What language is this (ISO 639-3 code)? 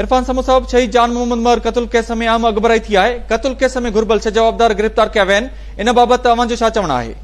snd